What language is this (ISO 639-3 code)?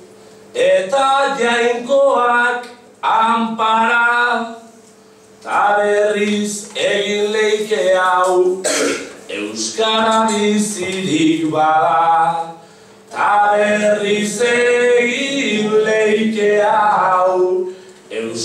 eus